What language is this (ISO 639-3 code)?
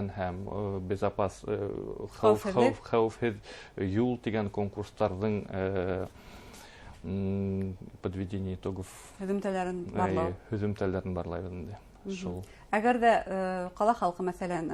bak